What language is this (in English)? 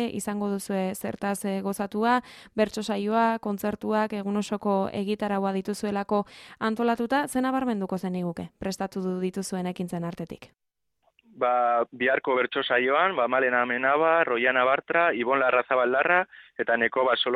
Basque